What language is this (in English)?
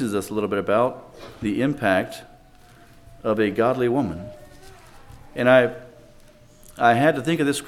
English